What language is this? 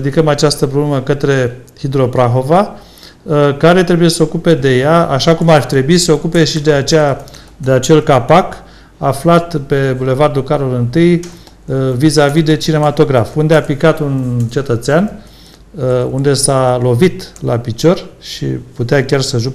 Romanian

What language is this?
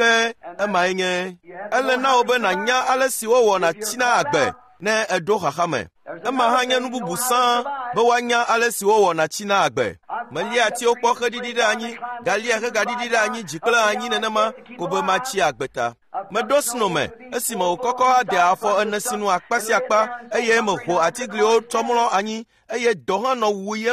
Ewe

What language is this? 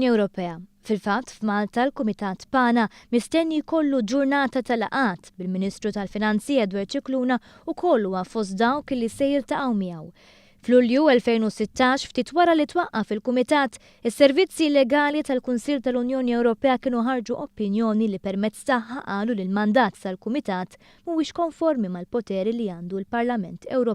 Maltese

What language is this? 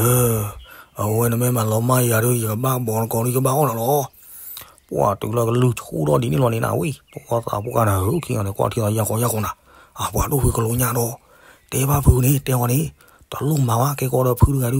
S'gaw Karen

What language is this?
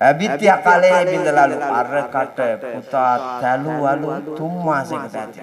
Sinhala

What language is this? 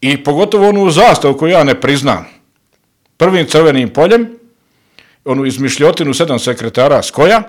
Bosnian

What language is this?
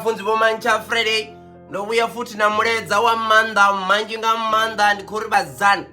Venda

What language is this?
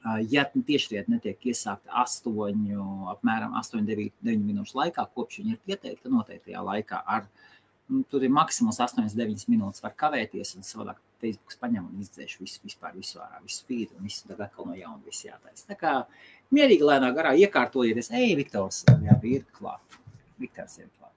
Latvian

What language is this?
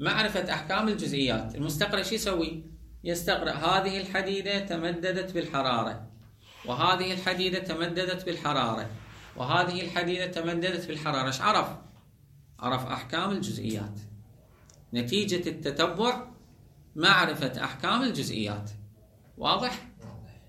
Mesopotamian Arabic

